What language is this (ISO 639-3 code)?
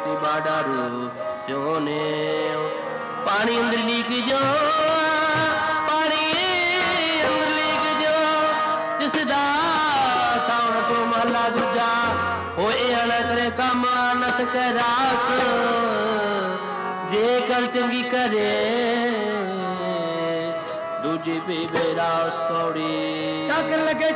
pan